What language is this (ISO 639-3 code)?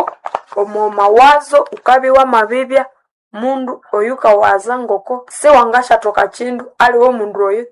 nnb